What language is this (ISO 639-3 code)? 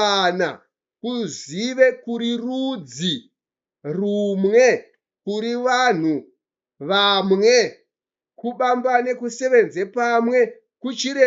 sna